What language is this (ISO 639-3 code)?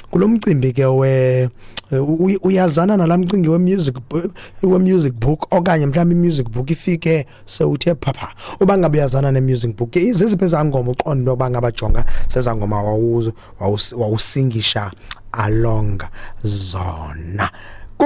xho